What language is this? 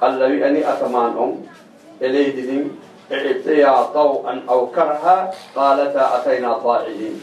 Fula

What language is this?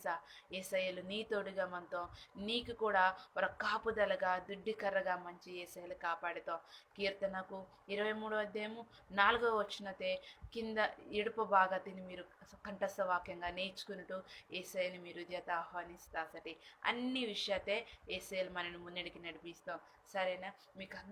Koya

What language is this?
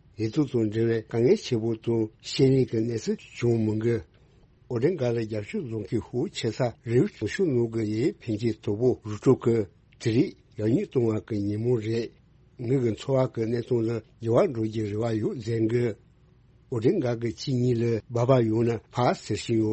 Tibetan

